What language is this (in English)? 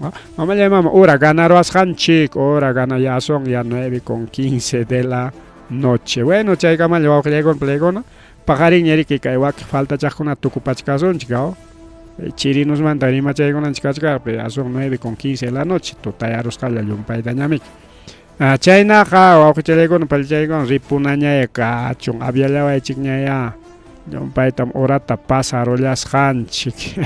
Ayacucho Quechua